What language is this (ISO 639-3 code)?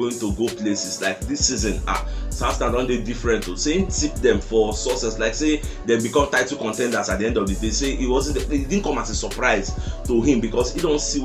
pcm